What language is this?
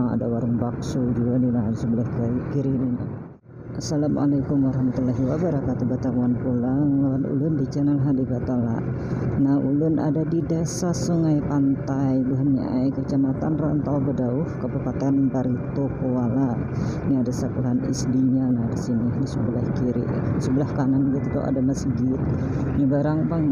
Banjar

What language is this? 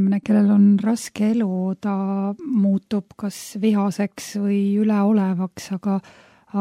Estonian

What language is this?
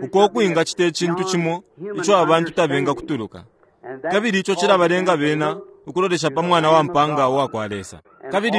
Bemba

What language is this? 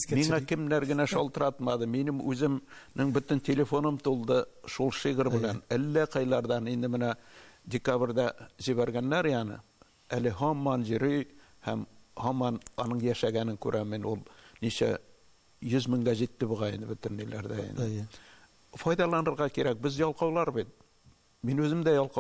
Tatar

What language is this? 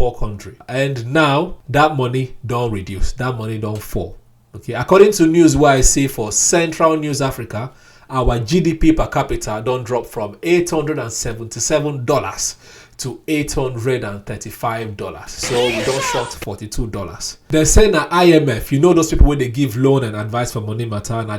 Nigerian Pidgin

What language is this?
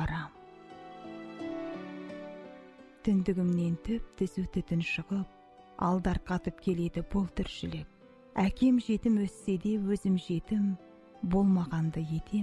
Kazakh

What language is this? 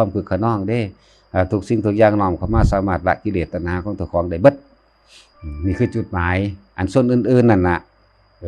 Lao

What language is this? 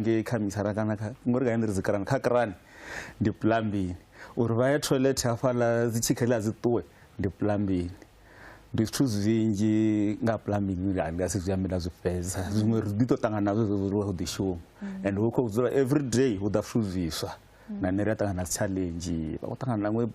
Venda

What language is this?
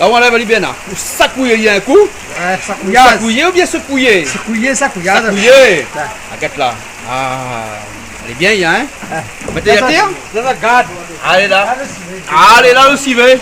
Réunion Creole French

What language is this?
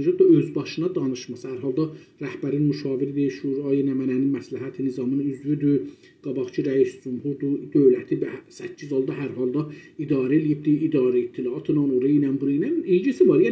South Azerbaijani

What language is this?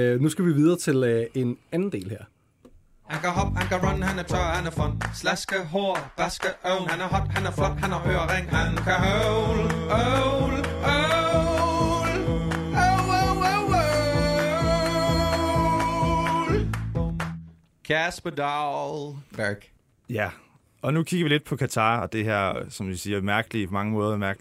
Danish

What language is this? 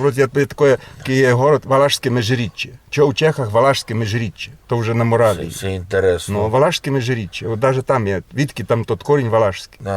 Rusyn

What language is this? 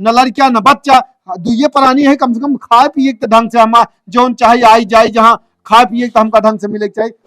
Awadhi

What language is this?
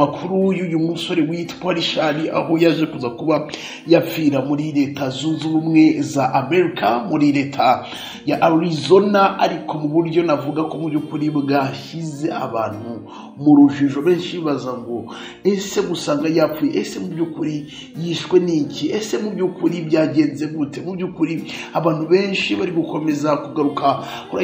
Kinyarwanda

